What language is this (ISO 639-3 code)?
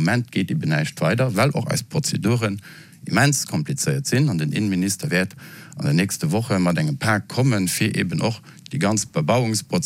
ltz